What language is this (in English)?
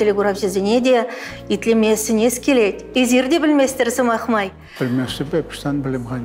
Chuvash